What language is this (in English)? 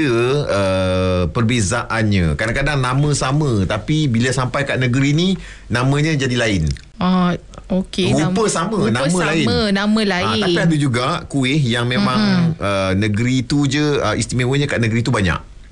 Malay